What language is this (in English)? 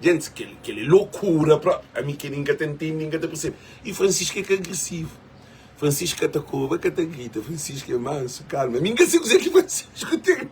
Kabuverdianu